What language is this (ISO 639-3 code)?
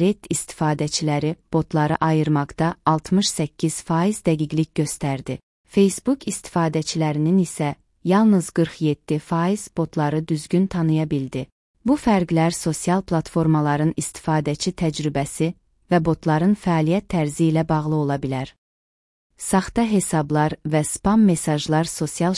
aze